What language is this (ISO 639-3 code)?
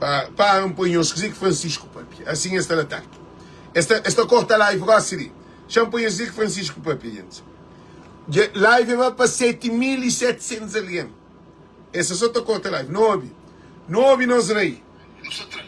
kea